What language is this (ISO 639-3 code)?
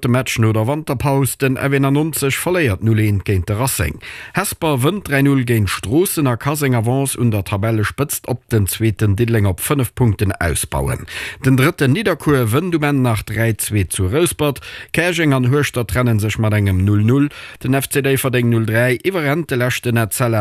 ltz